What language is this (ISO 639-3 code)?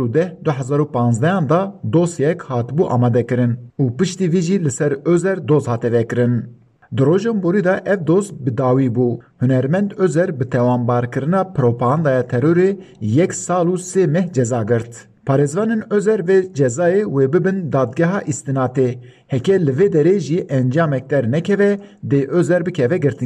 kur